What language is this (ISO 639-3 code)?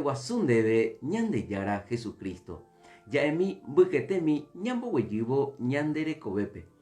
grn